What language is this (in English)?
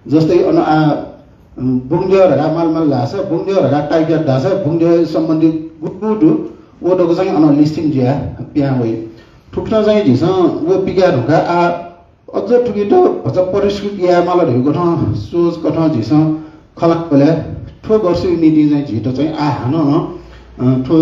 Newari